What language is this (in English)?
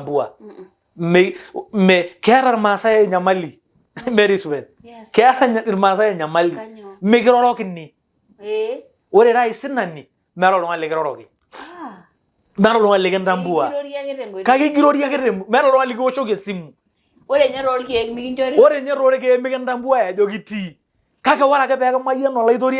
Masai